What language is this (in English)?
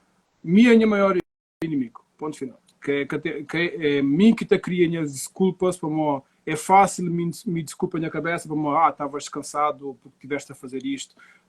Kabuverdianu